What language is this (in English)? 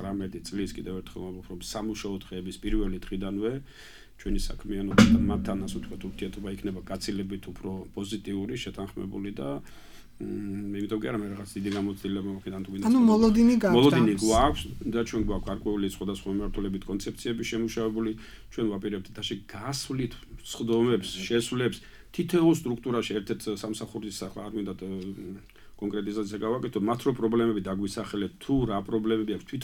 Georgian